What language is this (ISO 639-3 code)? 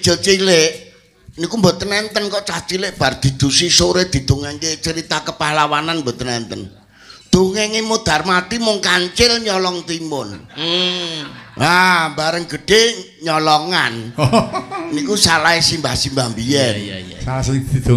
jav